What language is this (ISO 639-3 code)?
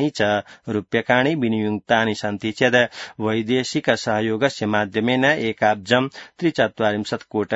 san